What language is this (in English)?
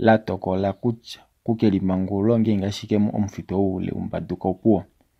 Kuanyama